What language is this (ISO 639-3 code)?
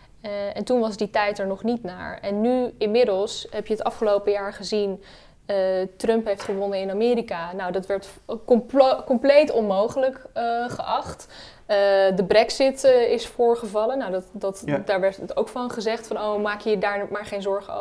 nld